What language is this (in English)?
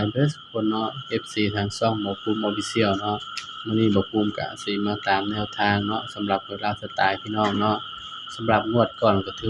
Northeastern Thai